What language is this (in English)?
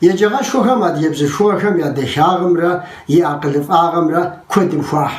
Kabardian